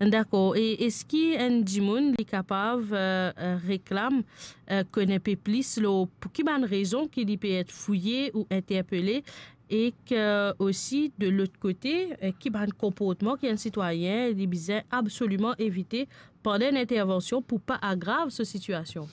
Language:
Morisyen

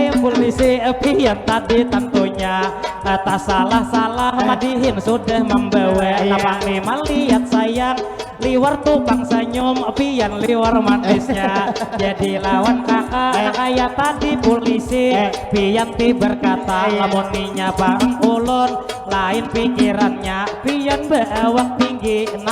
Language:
Banjar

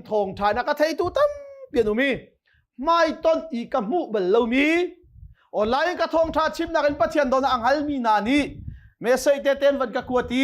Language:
Hakha Chin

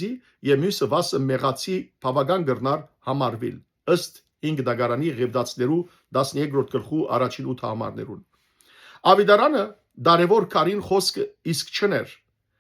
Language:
Western Armenian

